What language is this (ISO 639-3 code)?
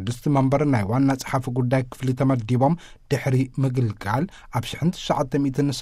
tir